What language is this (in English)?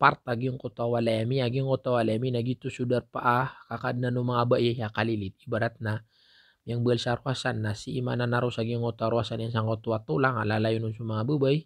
Maranao